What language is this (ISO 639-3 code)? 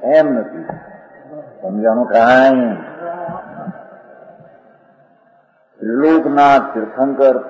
guj